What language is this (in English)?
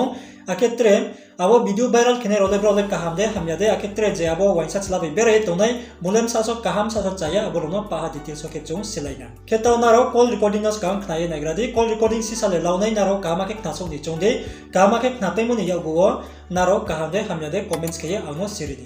Riang (India)